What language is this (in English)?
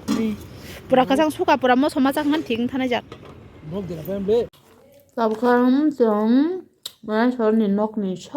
Kok Borok